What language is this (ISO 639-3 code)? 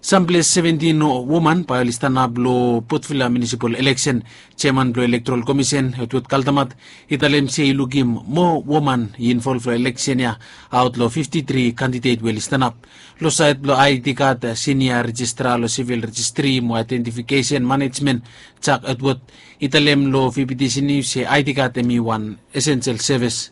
bis